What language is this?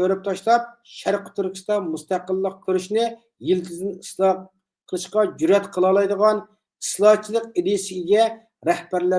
Uyghur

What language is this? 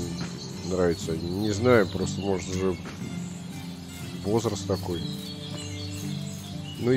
Russian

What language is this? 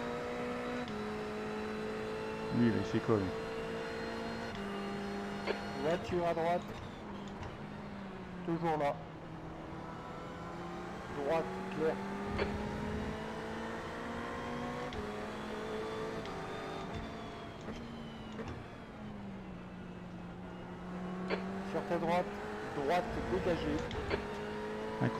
French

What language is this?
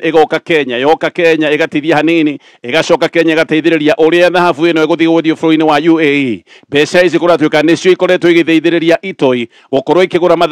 Kikuyu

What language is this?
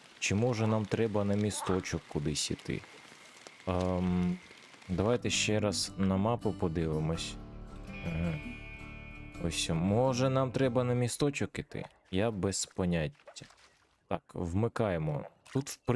Ukrainian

